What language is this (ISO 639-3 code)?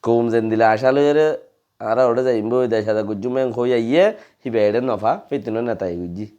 rhg